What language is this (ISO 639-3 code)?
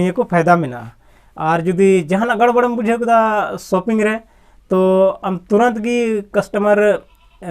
sat